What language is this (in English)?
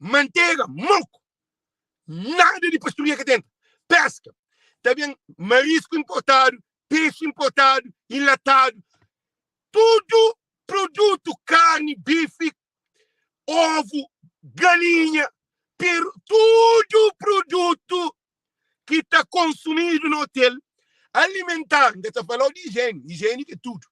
Kabuverdianu